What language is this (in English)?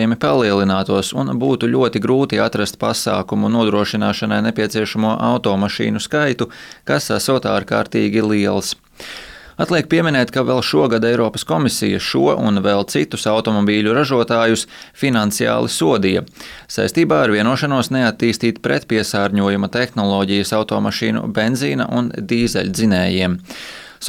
Latvian